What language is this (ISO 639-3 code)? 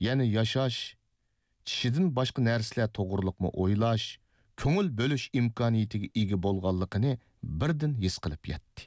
uig